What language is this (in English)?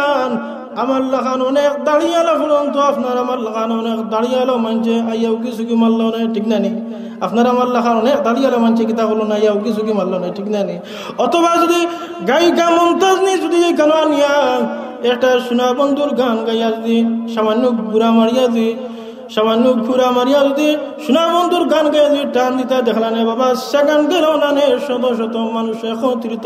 Sylheti